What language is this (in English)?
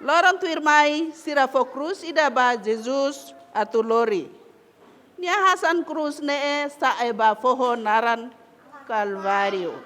Tetum